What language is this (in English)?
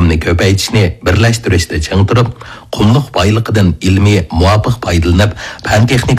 Uyghur